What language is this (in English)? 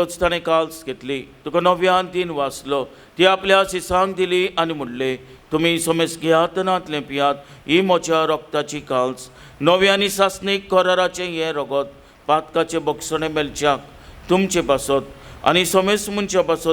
Konkani